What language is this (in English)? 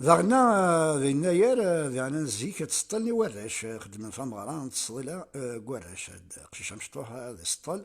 Kabyle